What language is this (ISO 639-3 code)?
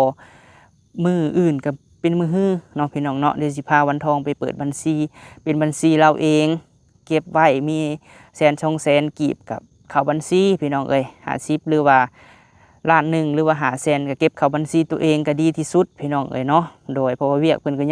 lao